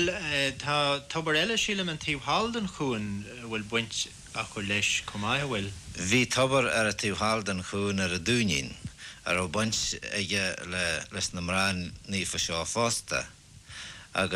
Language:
Irish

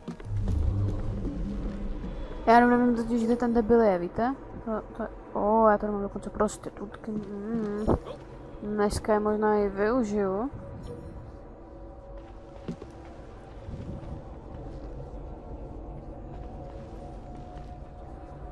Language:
Czech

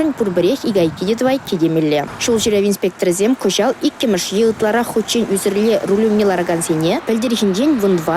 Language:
Chuvash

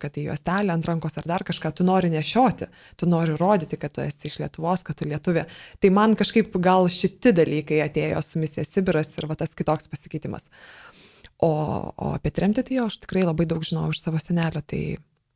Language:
Lithuanian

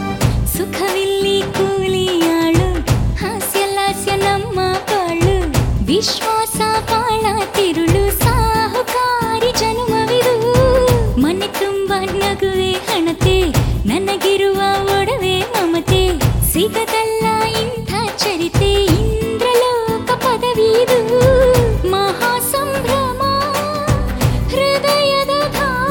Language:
Kannada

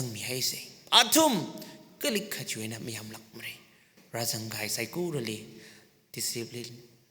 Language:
Tangkhul Naga (India)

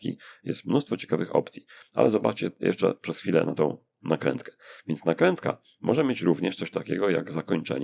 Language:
Polish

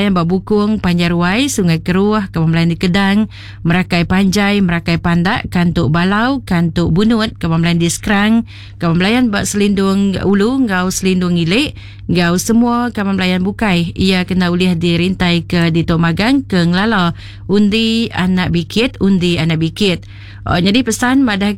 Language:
Iban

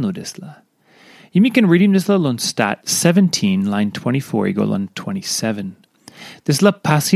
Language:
Tok Pisin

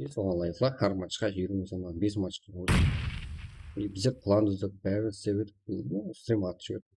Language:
Kara-Kalpak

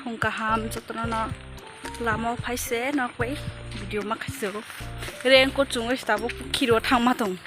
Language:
Kok Borok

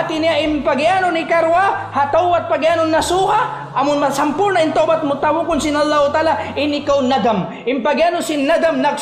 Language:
Tausug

